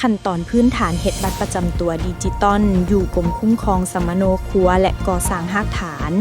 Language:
Lao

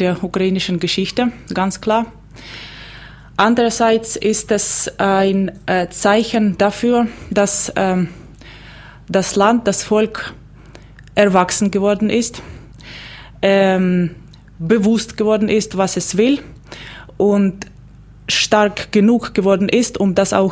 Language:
German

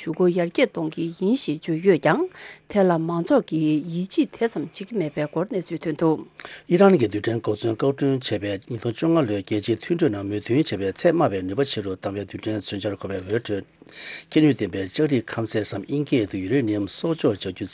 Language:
Tibetan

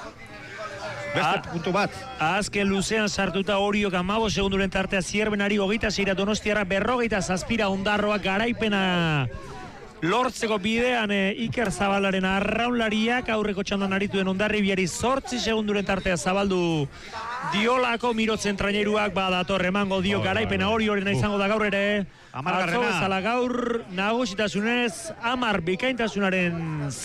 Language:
Basque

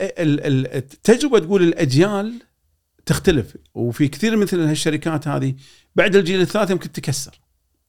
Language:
Gulf Arabic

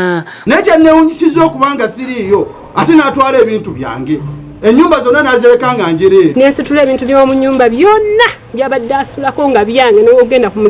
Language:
Ganda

